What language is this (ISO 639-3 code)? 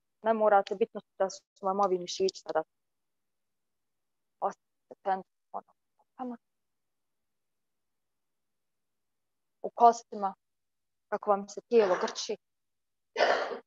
hrv